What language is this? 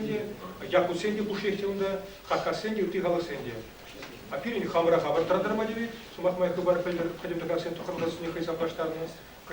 Chuvash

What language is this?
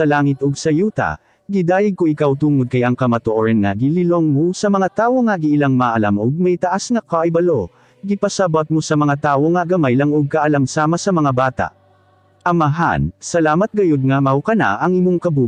Cebuano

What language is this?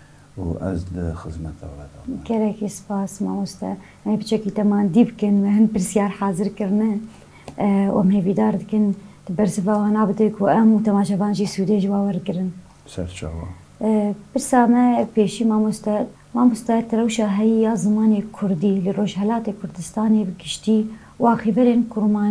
Kurdish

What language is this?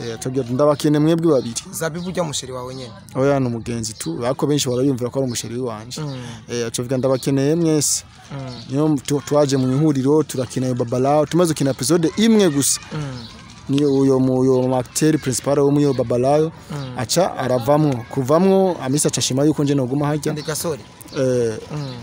Rundi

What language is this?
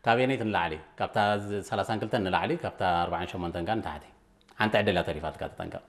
Tigrinya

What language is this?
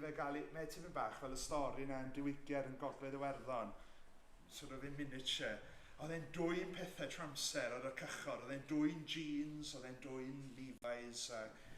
Welsh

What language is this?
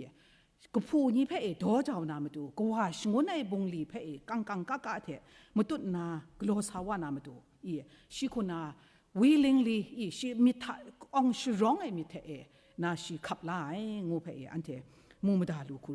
Kachin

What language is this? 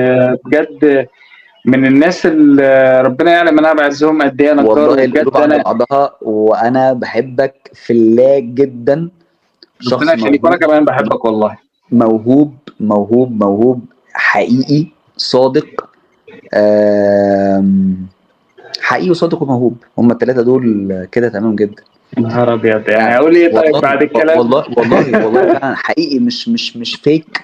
Egyptian Arabic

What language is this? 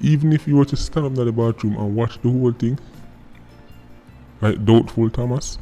Jamaican Creole English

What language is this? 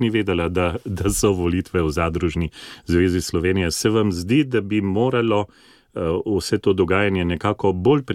Slovenian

